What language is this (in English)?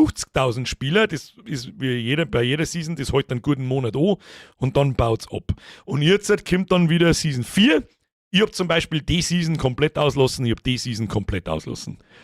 Bavarian